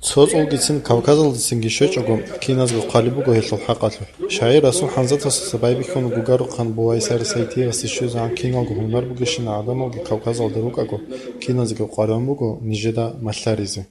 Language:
Avaric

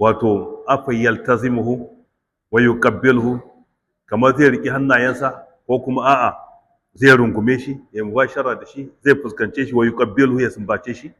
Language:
Hausa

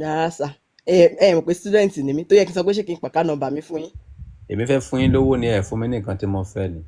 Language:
Yoruba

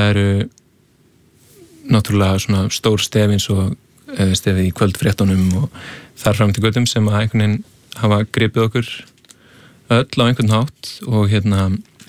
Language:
Icelandic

